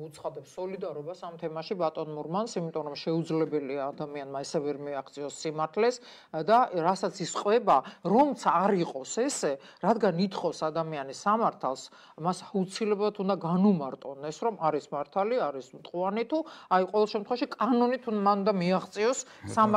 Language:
Georgian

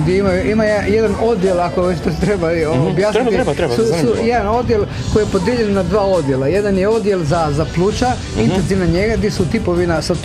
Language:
Croatian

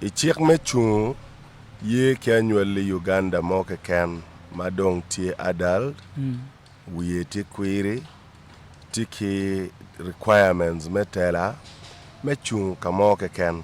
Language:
Acoli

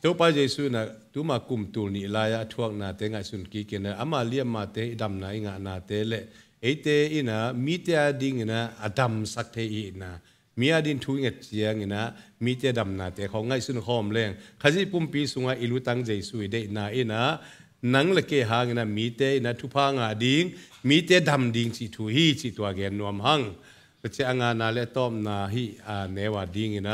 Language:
Tedim Chin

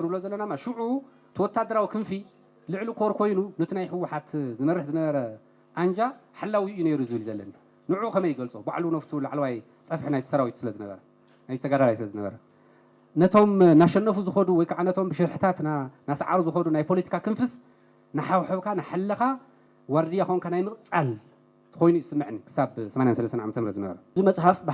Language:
Tigrinya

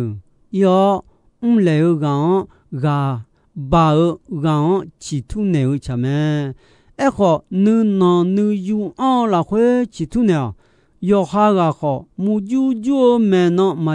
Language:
Akha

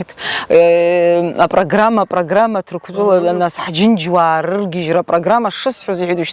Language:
Abkhazian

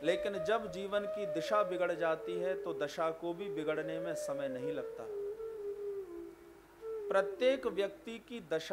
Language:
Hindi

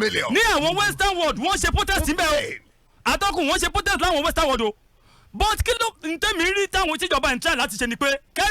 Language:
Yoruba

